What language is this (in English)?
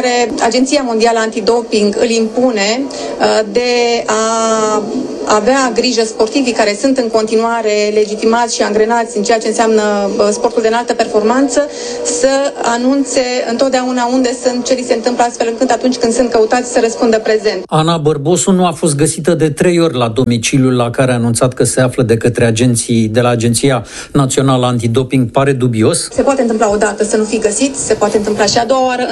Romanian